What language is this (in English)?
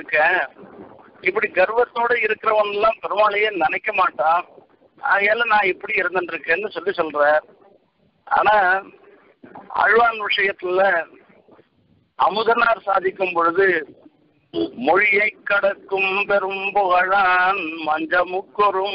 Tamil